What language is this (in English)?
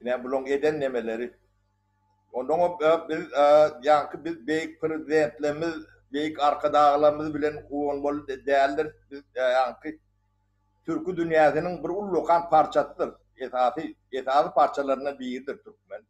Turkmen